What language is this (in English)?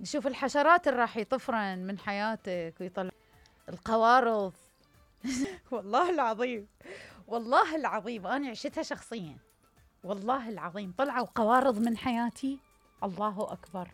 Mesopotamian Arabic